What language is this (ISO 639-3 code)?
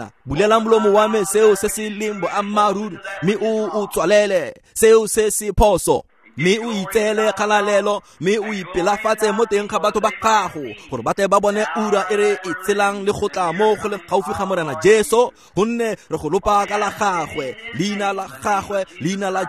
tsn